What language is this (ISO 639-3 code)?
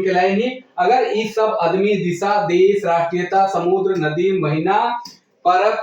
sck